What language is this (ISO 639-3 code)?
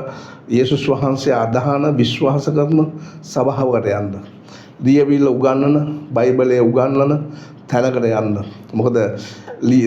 sin